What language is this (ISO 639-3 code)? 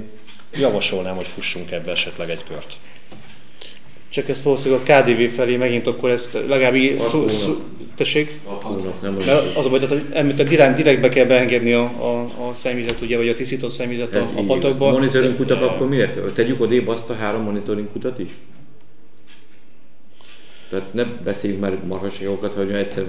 hun